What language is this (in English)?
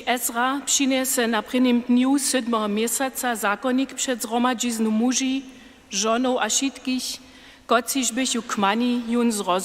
Upper Sorbian